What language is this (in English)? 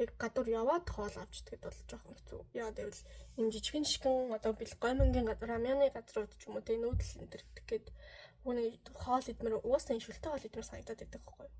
Mongolian